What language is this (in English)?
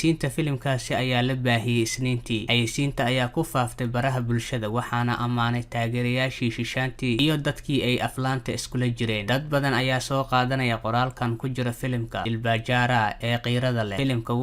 Somali